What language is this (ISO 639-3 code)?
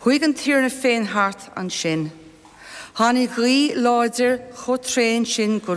gle